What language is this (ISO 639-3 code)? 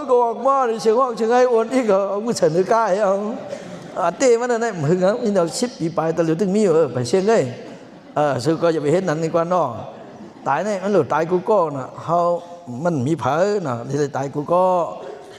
shn